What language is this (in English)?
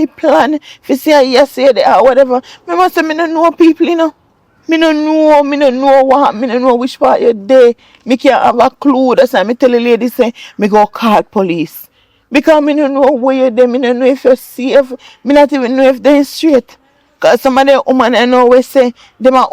Jamaican Creole English